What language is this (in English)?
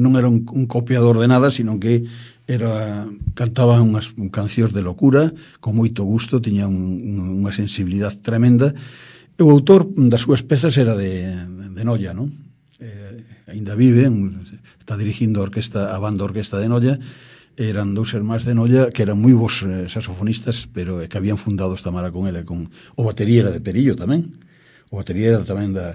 Galician